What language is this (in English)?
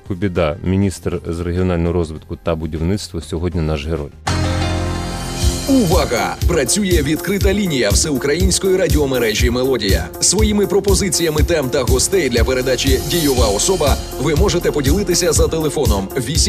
Ukrainian